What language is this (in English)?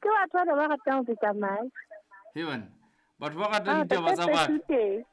Southern Sotho